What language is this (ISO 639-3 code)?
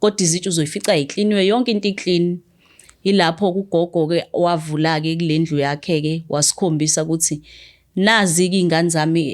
zul